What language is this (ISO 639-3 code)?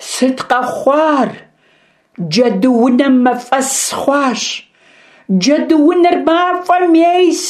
kbd